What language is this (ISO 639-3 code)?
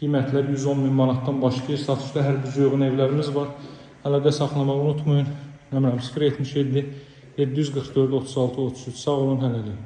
aze